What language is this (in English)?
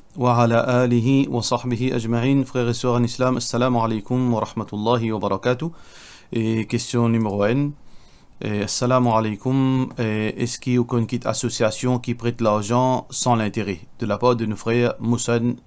Morisyen